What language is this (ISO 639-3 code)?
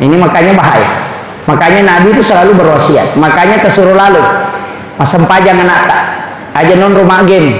bug